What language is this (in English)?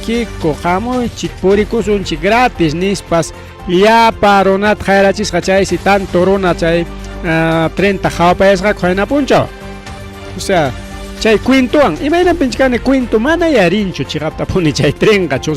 Ayacucho Quechua